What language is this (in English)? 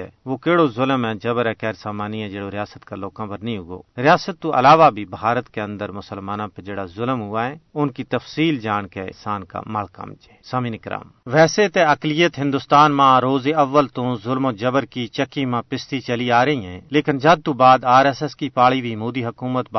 Gujari